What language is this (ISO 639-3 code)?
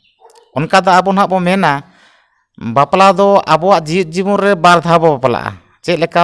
sat